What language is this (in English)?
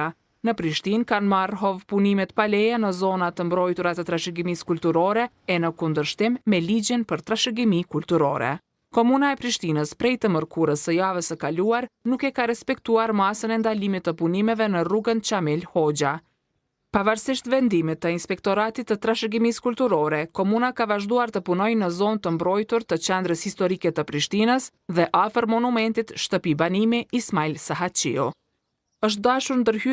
Albanian